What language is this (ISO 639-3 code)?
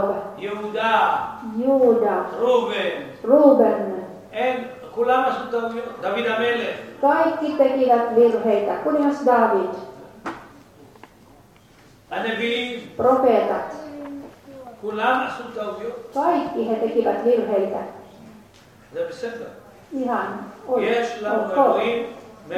fin